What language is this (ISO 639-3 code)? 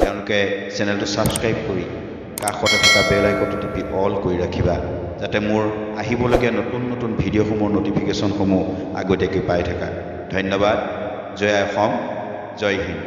asm